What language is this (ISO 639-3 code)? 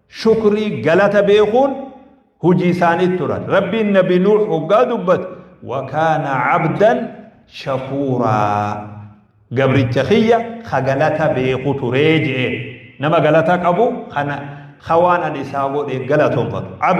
orm